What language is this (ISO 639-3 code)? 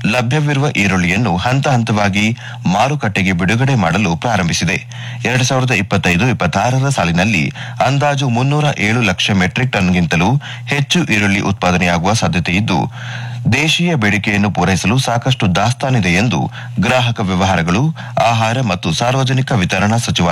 kan